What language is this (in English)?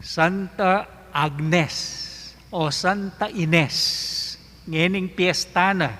Pampanga